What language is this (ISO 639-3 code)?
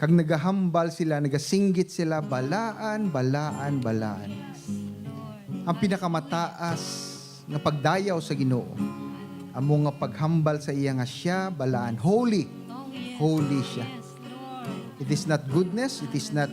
hil